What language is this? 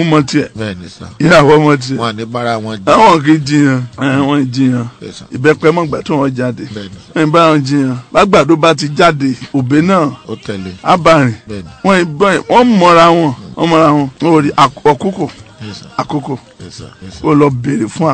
Yoruba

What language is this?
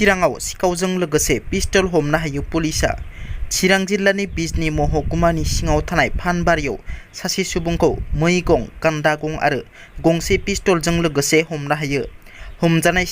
Bodo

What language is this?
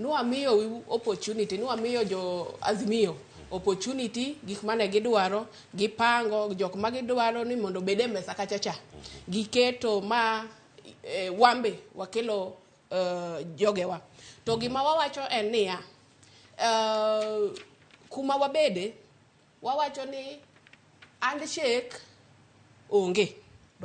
Luo (Kenya and Tanzania)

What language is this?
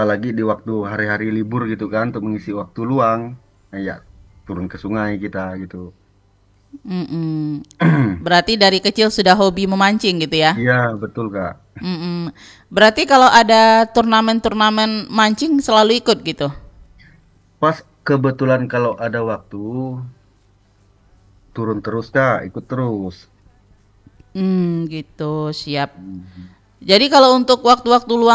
Indonesian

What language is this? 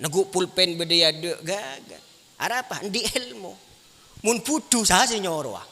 Madurese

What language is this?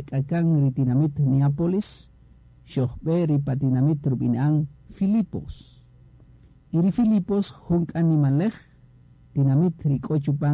Kaqchikel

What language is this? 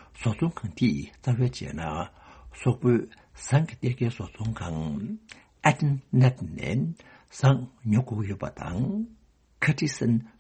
Tibetan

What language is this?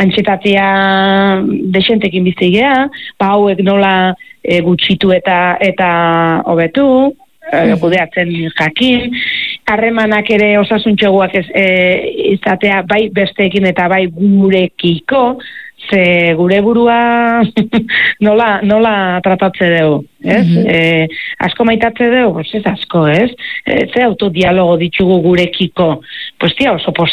Basque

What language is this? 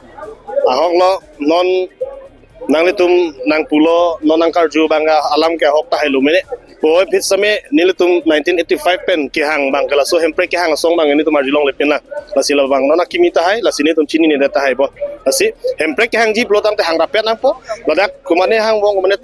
Karbi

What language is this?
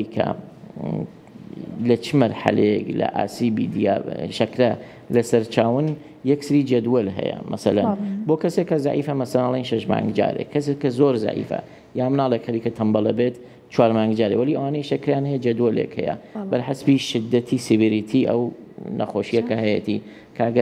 Central Kurdish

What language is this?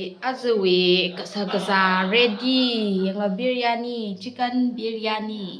Tangkhul Naga (India)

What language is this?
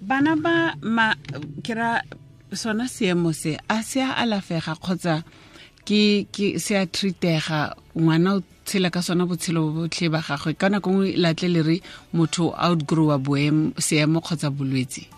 Tswana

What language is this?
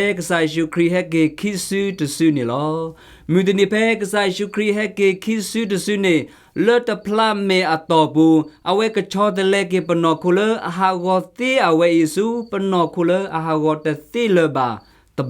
S'gaw Karen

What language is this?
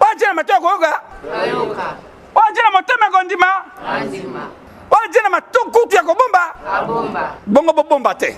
Lingala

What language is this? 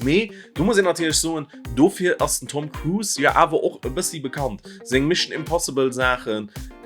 Luxembourgish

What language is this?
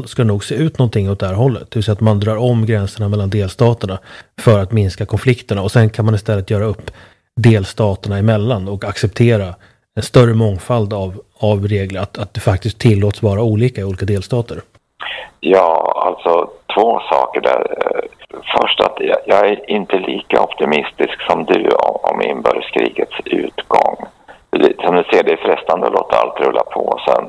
Swedish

